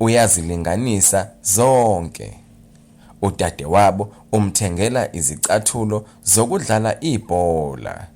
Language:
Zulu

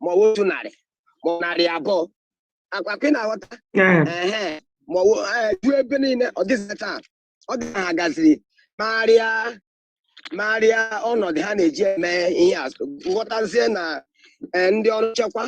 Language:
Igbo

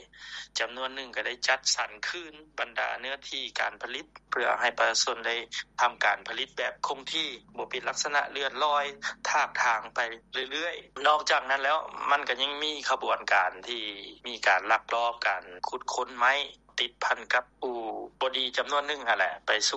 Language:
Lao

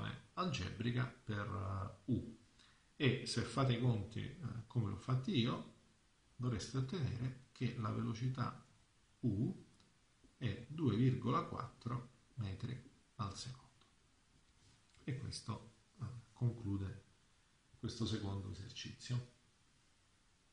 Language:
Italian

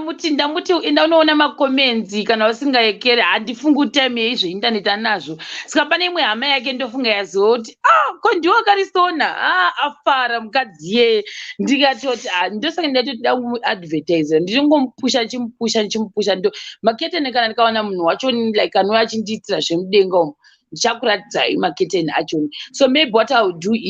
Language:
Shona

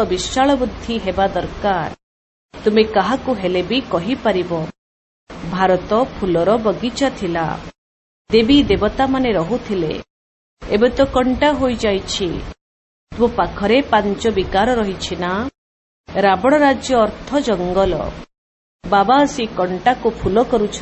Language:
Odia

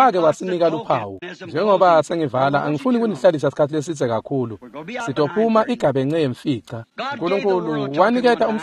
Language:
Swati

